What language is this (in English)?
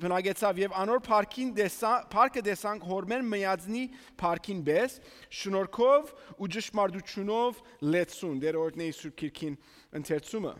Western Armenian